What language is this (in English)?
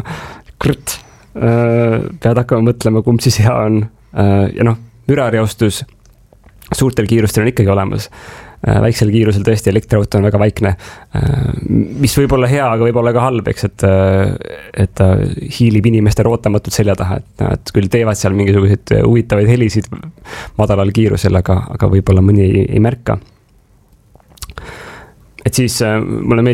Estonian